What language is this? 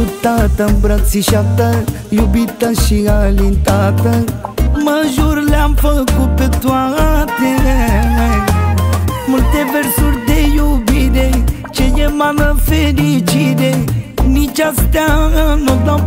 Romanian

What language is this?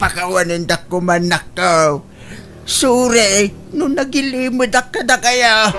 Iloko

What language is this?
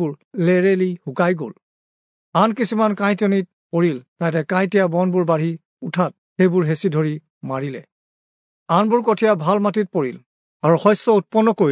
Assamese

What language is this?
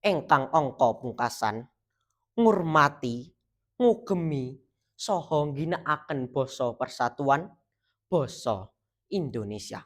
Javanese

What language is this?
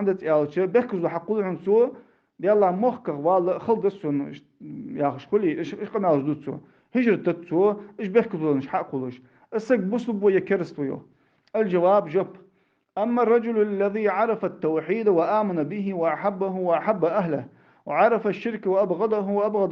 Ingush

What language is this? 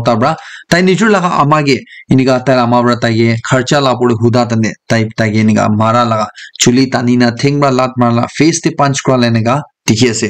Naga Pidgin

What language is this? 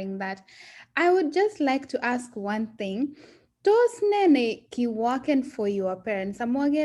Kalenjin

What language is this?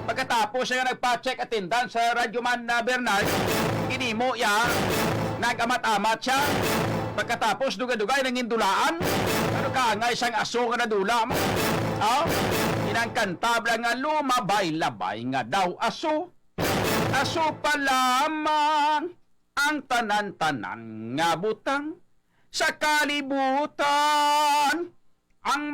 Hiligaynon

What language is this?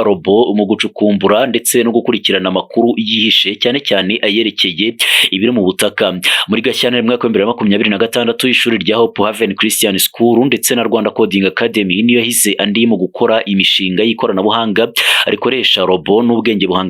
Kinyarwanda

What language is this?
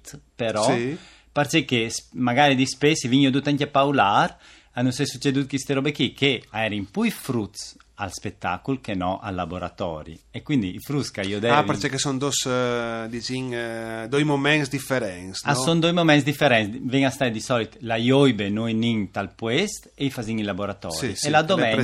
Friulian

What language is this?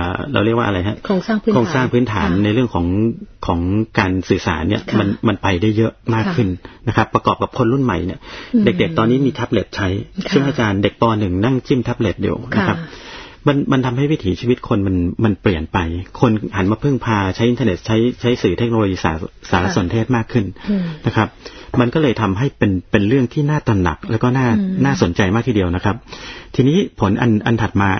Thai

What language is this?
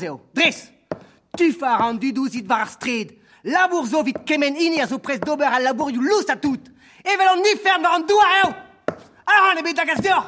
Breton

